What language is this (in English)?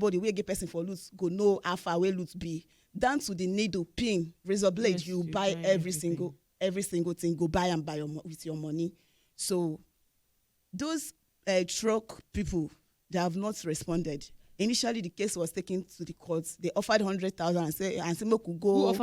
Nigerian Pidgin